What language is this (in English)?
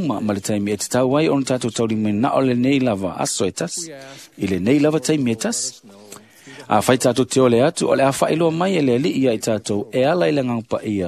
Samoan